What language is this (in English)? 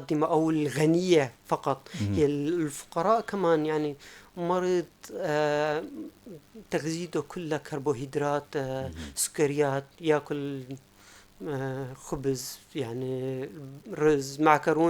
North Levantine Arabic